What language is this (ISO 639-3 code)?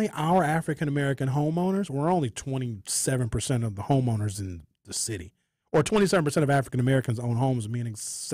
eng